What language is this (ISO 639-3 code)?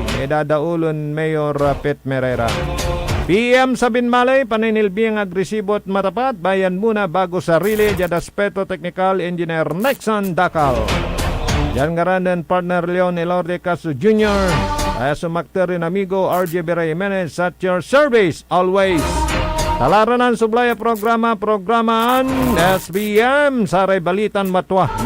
pag